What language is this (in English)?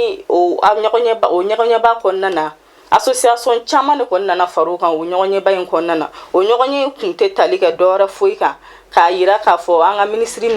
Bambara